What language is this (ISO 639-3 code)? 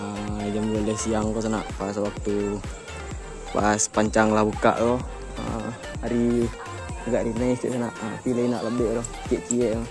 min